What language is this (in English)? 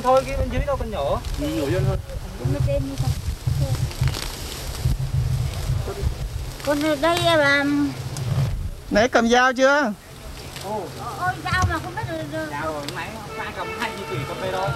Vietnamese